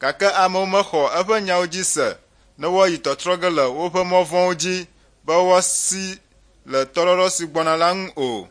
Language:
Ewe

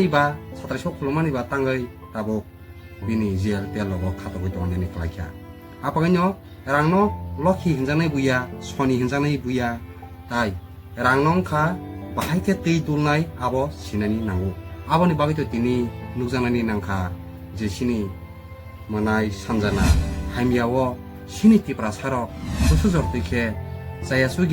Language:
Kok Borok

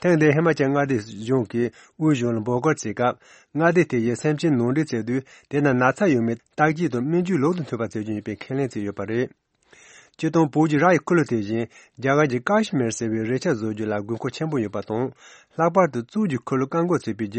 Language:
Tibetan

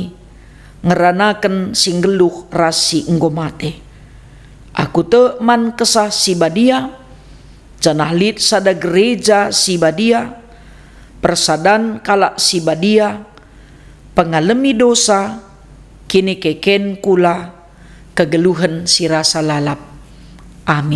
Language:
Batak Karo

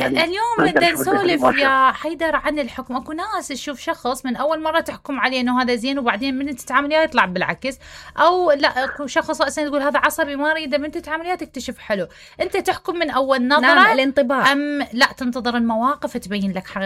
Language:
Mesopotamian Arabic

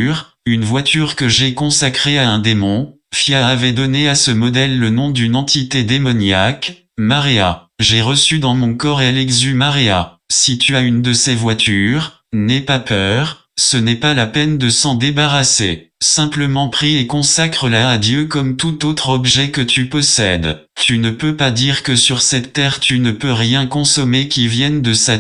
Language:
French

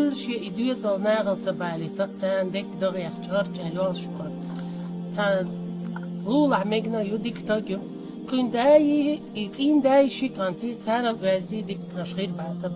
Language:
Chechen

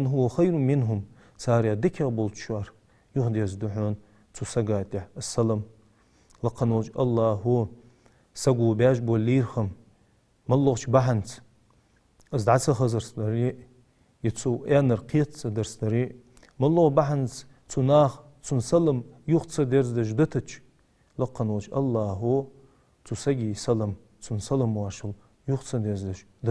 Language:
Ingush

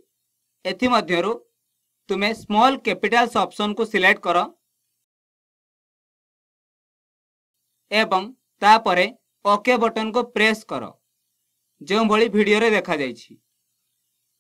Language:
Odia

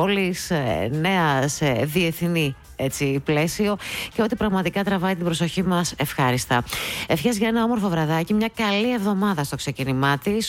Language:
Greek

